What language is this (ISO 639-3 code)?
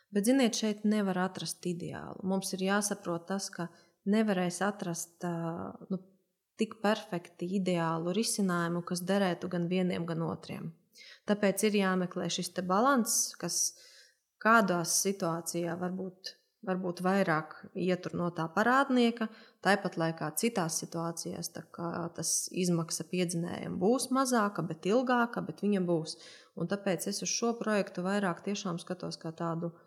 lav